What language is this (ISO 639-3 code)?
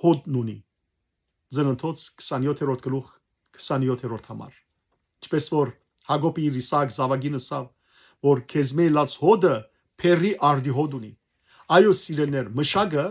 hyw